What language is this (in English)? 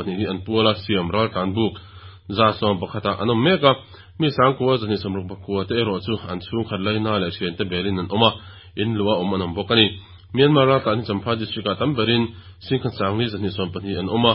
Mizo